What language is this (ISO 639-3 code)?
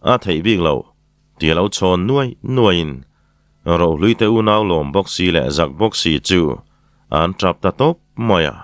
lus